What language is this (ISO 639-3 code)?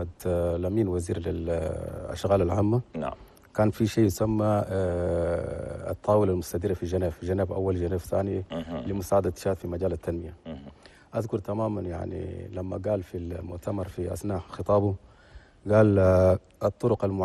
shu